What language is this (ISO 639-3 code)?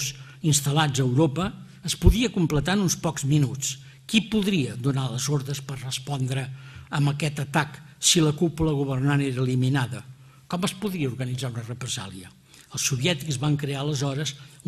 cat